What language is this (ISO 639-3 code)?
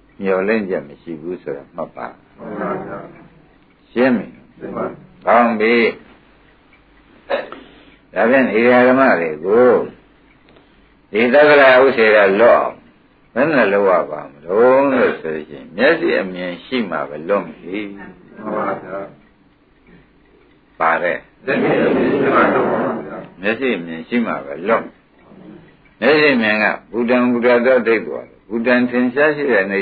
mya